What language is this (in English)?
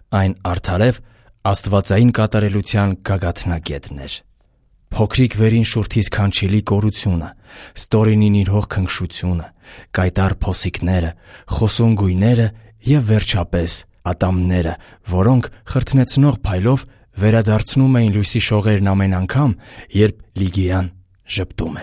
Armenian